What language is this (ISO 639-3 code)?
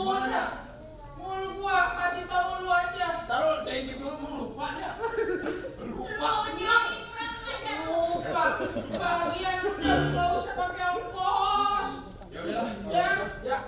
bew